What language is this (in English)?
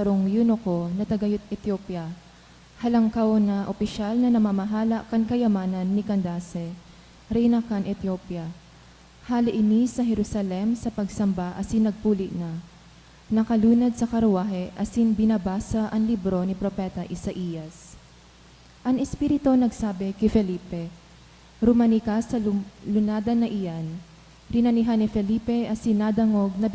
Bikol